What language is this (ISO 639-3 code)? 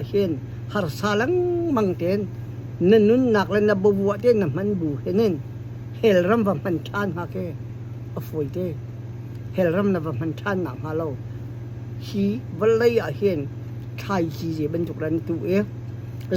cnh